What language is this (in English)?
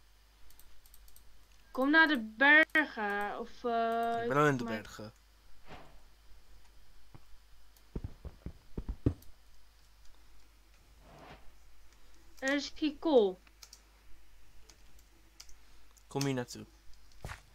Dutch